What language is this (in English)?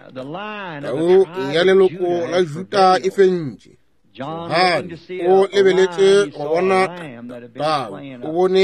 Northern Sotho